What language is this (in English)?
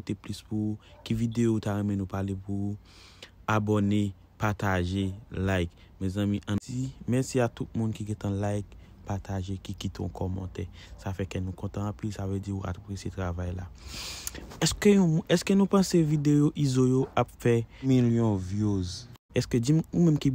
Haitian Creole